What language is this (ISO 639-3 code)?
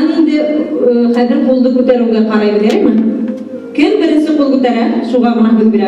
bak